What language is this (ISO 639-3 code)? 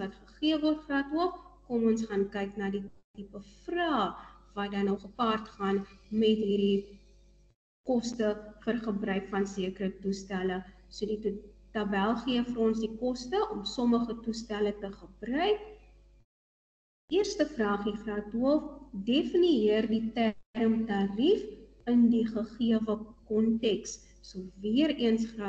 afr